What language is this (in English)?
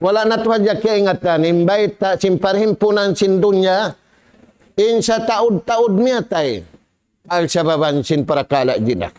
Tausug